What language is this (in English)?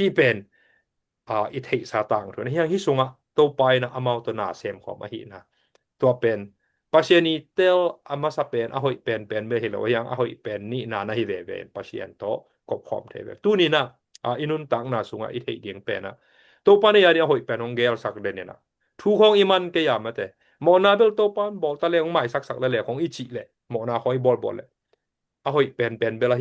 Tedim Chin